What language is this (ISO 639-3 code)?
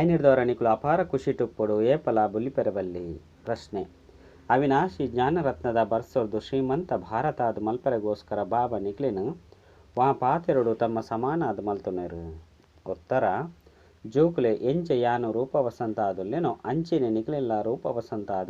tcy